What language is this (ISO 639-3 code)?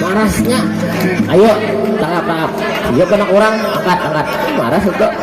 bjn